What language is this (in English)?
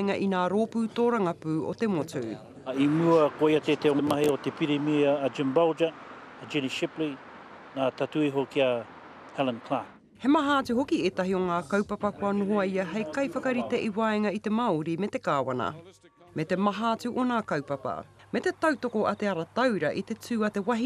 Māori